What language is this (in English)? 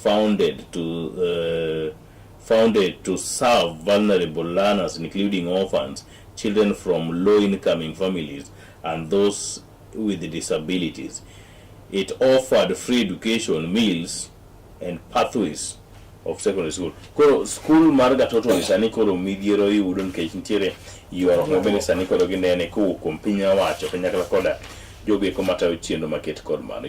Luo (Kenya and Tanzania)